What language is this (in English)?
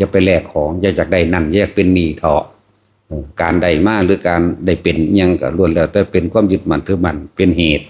Lao